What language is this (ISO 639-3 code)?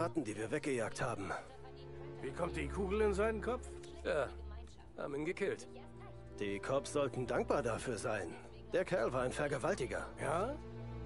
deu